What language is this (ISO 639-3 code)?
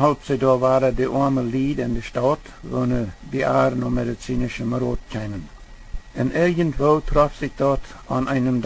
pdt